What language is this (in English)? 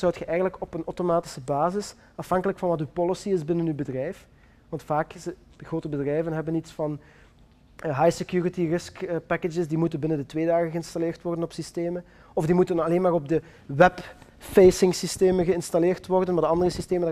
Dutch